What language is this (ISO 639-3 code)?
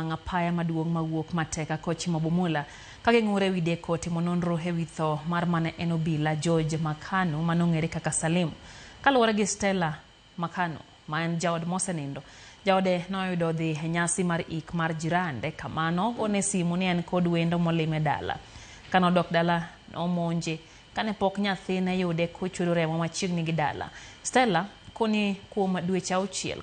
luo